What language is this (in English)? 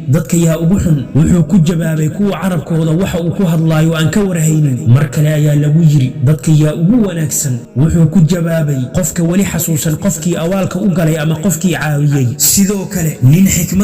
Somali